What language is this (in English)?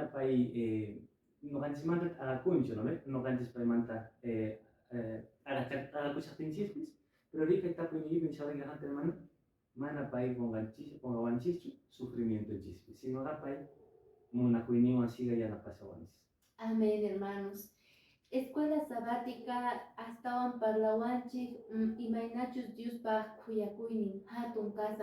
Quechua